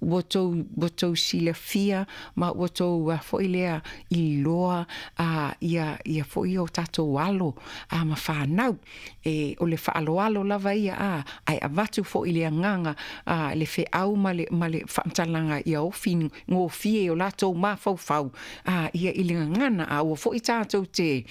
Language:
Samoan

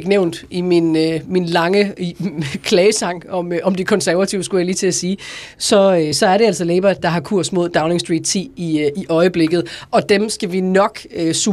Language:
Danish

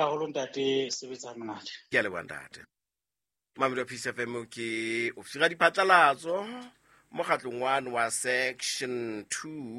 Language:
Southern Sotho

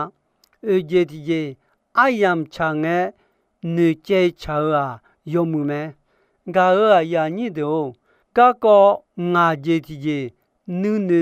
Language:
Akha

